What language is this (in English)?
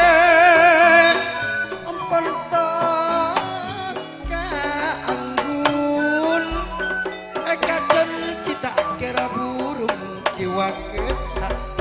Madurese